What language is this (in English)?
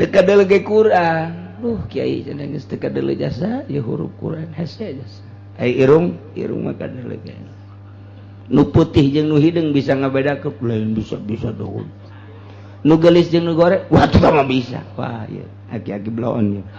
Sundanese